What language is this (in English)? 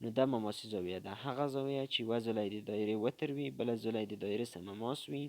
Pashto